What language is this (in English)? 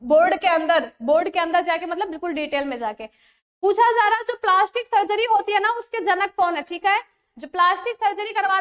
Hindi